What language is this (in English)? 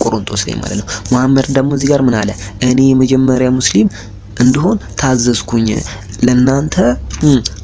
Amharic